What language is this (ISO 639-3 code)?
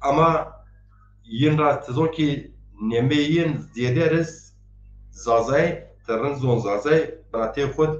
zza